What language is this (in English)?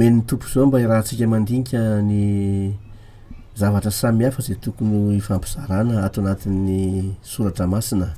Malagasy